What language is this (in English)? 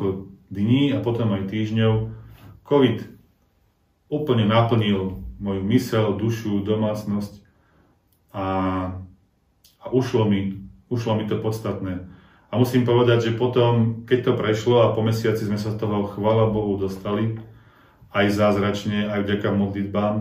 Slovak